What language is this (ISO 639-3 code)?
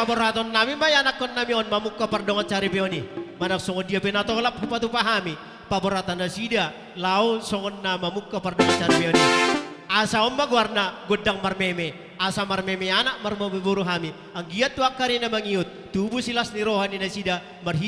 bbc